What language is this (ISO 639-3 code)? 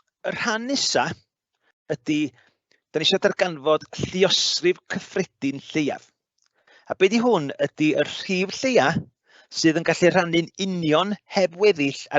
cym